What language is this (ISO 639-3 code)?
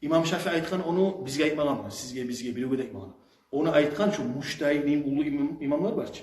kum